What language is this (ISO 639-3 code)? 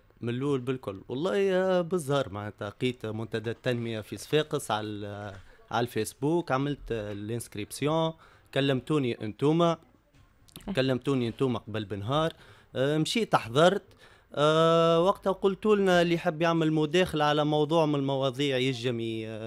aeb